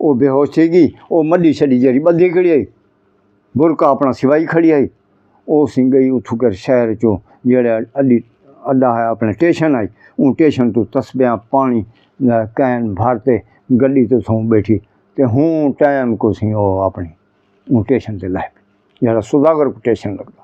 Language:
Saraiki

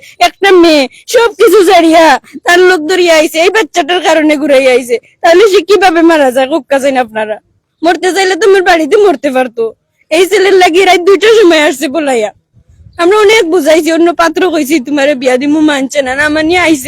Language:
Sylheti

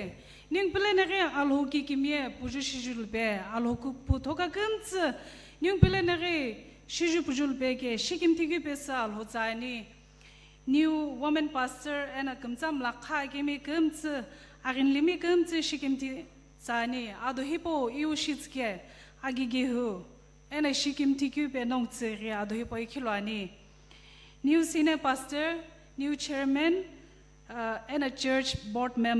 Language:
Sumi Naga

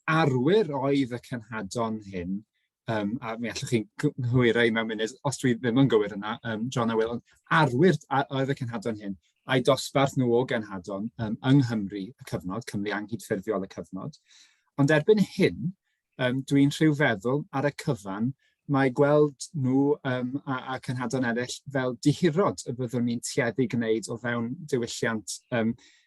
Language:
Welsh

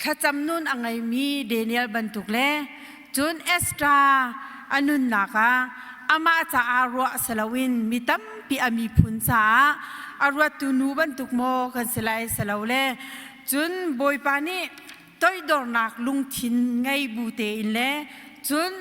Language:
Hakha Chin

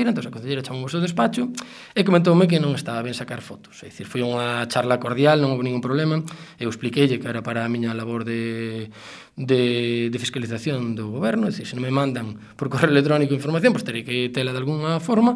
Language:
Galician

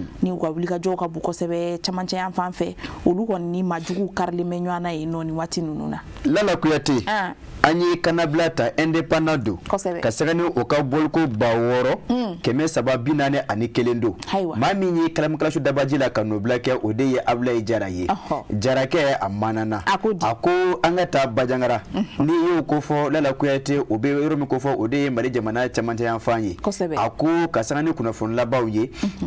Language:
Bambara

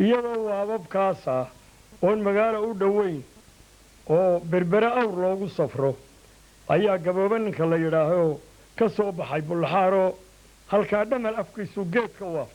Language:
Somali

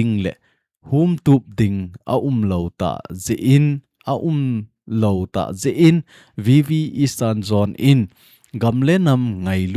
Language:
Thado Chin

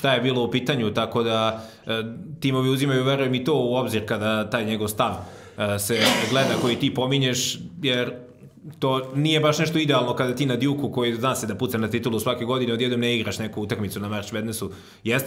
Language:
Serbian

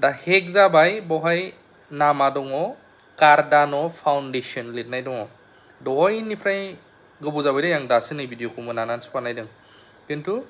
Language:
Bodo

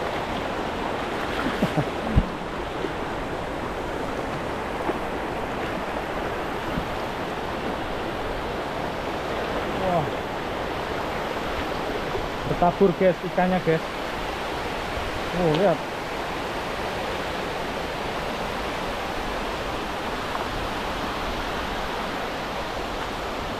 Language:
Indonesian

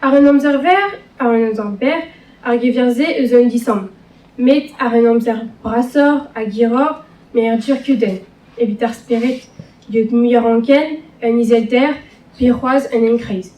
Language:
Breton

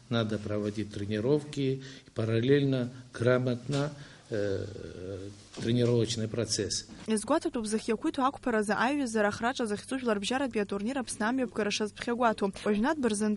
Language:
Abkhazian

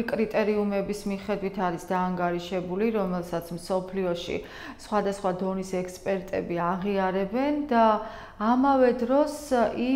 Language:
Georgian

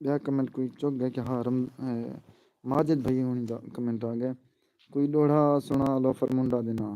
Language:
Saraiki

